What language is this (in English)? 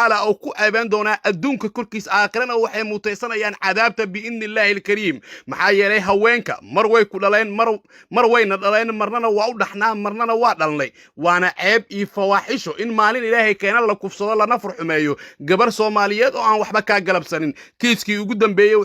Somali